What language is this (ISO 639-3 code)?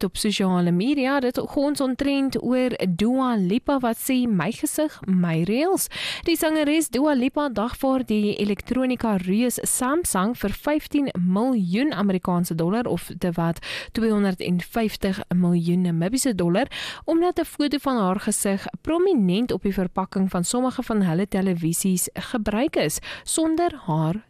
afr